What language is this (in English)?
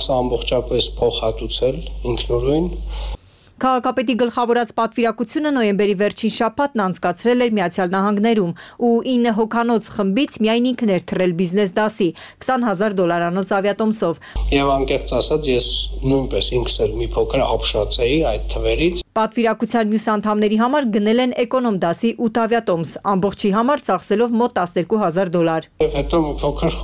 Armenian